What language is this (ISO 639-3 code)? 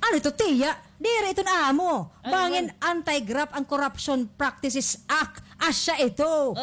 war